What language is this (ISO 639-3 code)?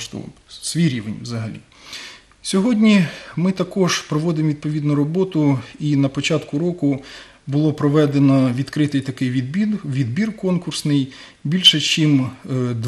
ukr